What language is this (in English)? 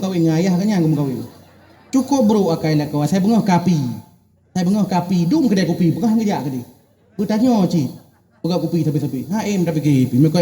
Achinese